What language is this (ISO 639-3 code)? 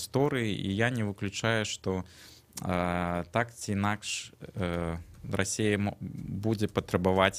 bel